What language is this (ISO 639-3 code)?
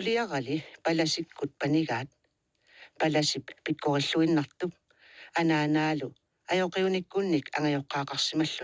kal